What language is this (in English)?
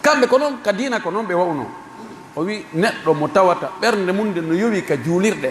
Pular